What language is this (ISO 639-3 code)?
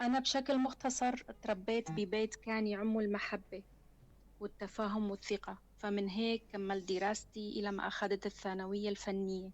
apc